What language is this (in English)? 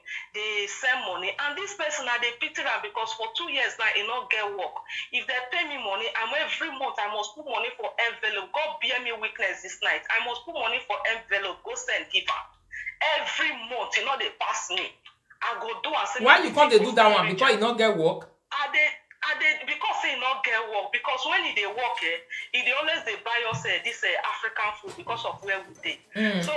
Nigerian Pidgin